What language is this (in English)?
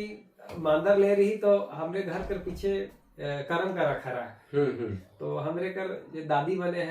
Sadri